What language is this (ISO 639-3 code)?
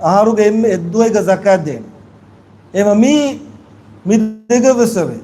div